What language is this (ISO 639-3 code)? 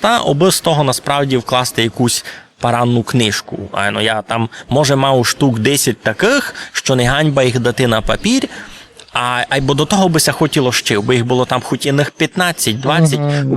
rue